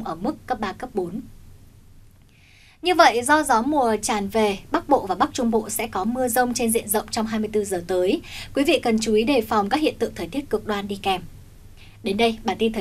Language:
Vietnamese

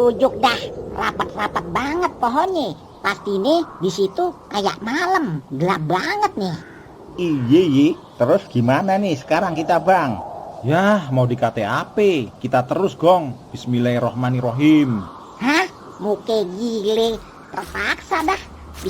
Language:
Betawi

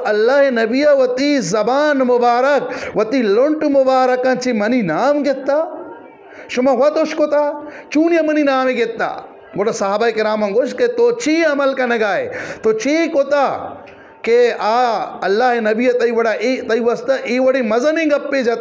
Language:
Eastern Balochi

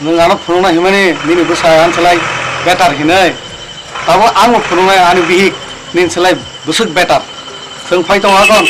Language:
Kok Borok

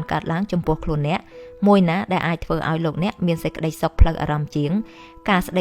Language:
Khmer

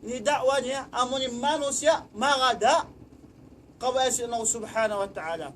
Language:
Tausug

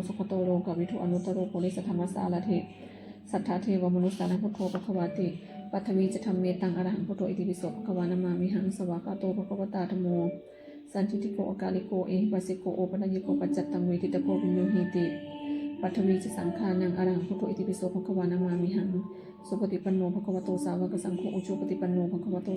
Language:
Pali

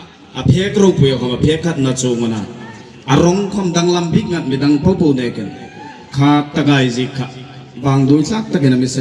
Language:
Hmar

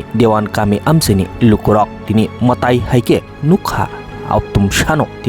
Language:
Kok Borok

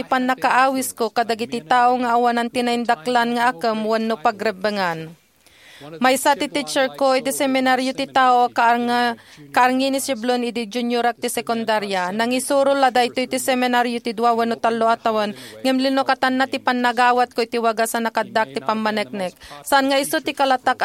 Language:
Iloko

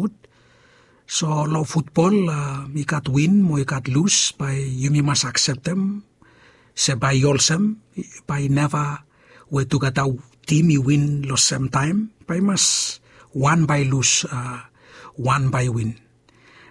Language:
Bislama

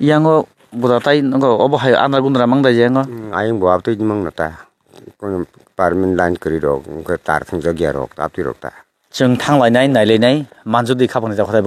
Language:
Kok Borok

